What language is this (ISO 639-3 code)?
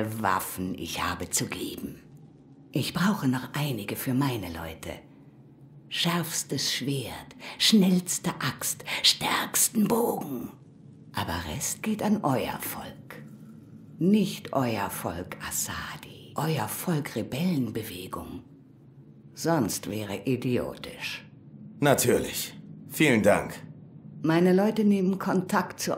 gsw